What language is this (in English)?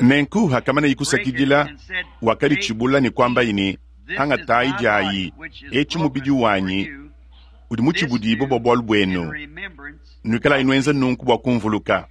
Luba-Lulua